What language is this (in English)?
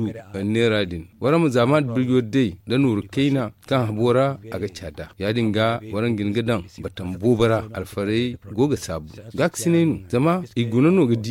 Zarma